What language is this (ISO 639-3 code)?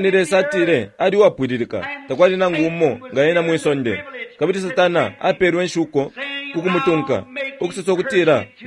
bem